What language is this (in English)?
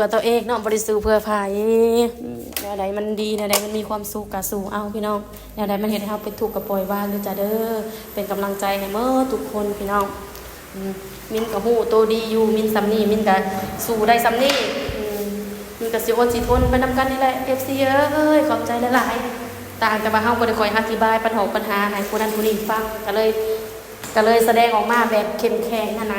Lao